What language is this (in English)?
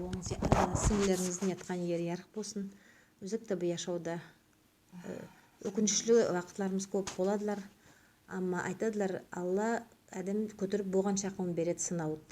Nogai